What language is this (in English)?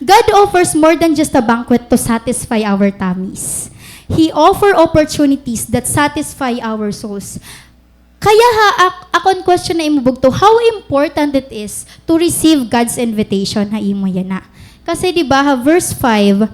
Waray